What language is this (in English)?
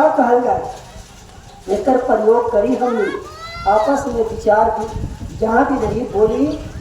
Magahi